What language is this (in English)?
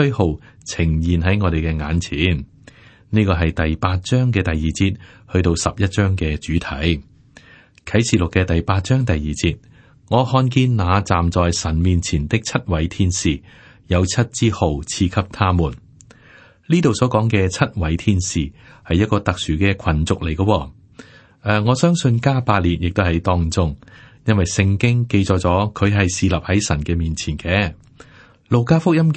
Cantonese